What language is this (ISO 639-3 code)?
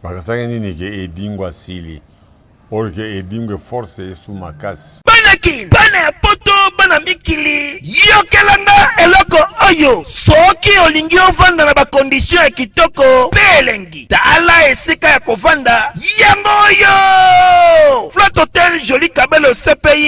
lin